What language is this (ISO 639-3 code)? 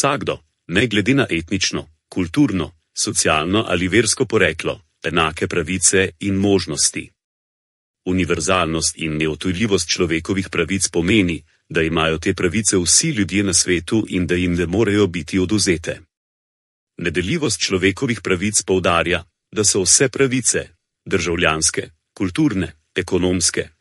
slv